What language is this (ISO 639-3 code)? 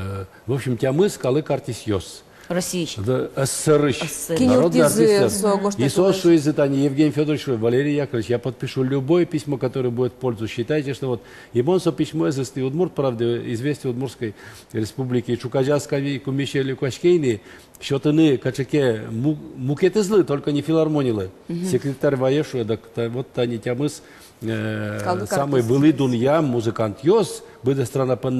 udm